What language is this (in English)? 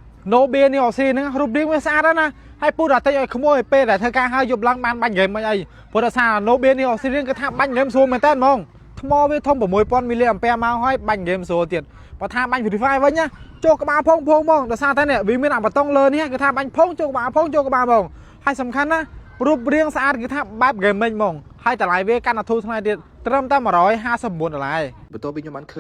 Khmer